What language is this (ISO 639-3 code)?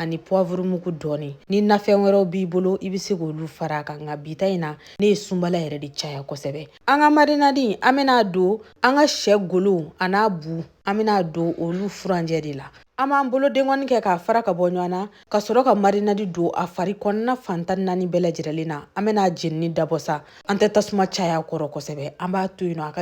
bam